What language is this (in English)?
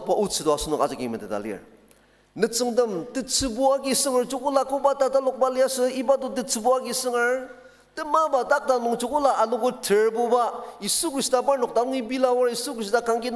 Ao Naga